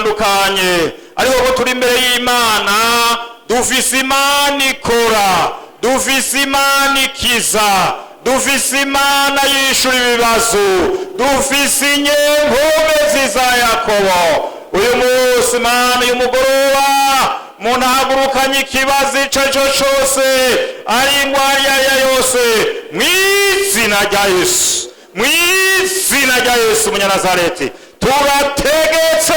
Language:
Rundi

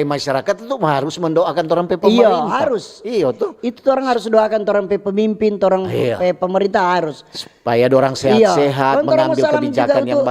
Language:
Manado Malay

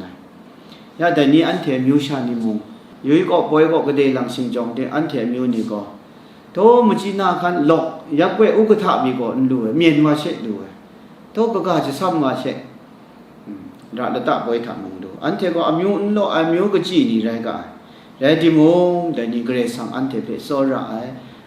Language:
Kachin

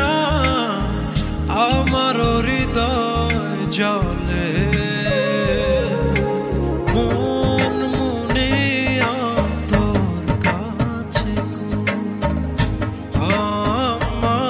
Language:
Bangla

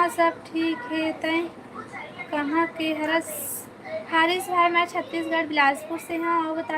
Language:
Chhattisgarhi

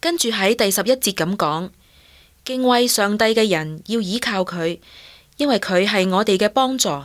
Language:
Cantonese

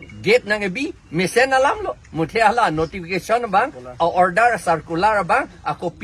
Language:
Karbi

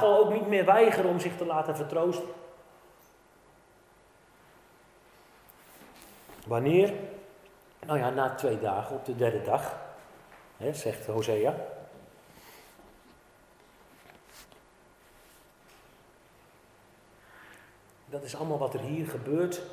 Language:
Dutch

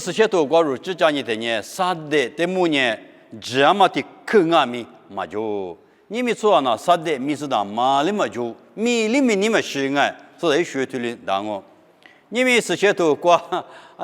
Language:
Lisu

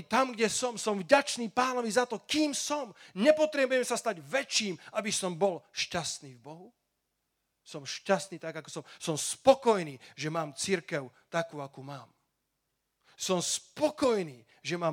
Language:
Slovak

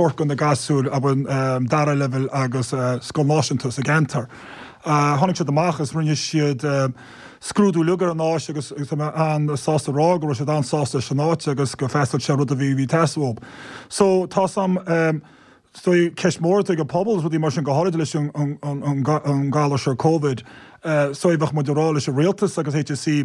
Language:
Irish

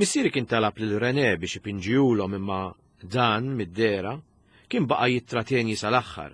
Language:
Maltese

